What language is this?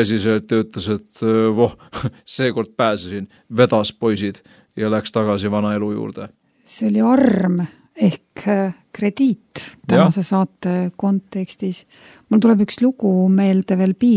Estonian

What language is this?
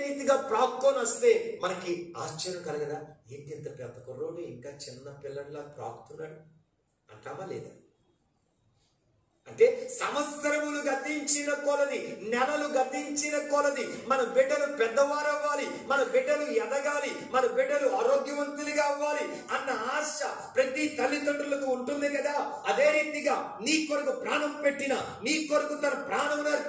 Telugu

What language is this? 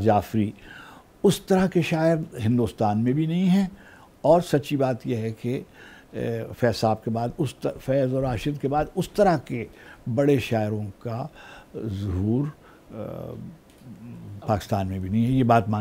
Urdu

